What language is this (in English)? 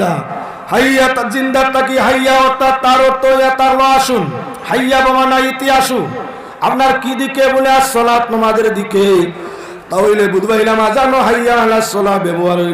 Sylheti